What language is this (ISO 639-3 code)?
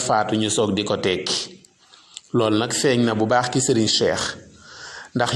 wol